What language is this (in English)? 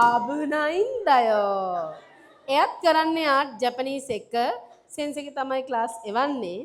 Sinhala